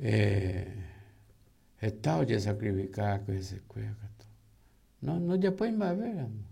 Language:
Guarani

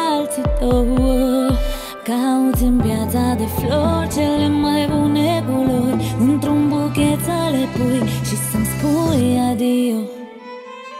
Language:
Romanian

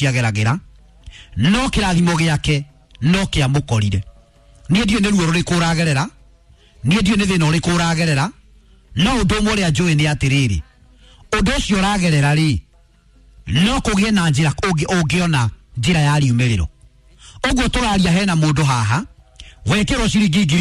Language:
Kikuyu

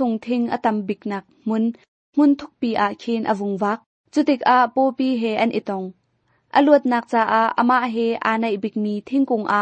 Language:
Hakha Chin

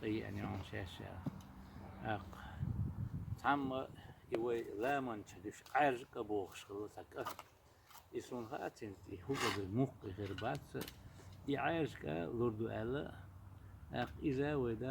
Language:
Chechen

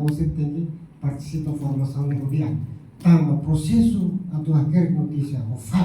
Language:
Tetum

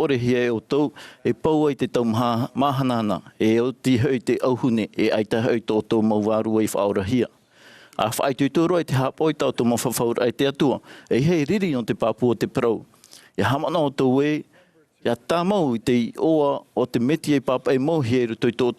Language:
Tahitian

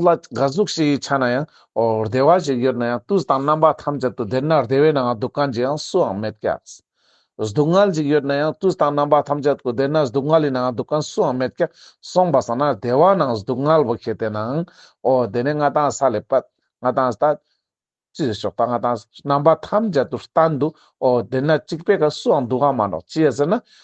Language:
Ladakhi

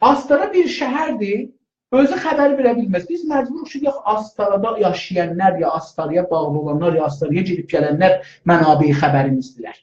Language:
South Azerbaijani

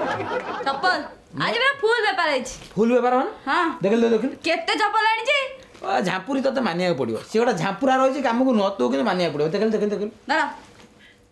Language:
Odia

